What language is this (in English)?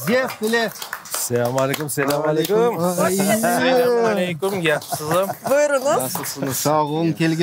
Crimean Tatar